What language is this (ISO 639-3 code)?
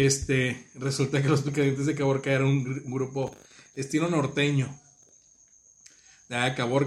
spa